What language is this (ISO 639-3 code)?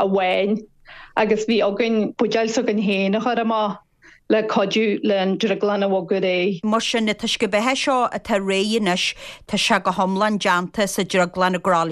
gle